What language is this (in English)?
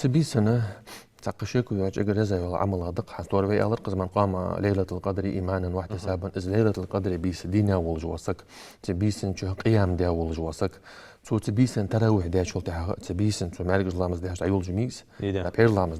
Ingush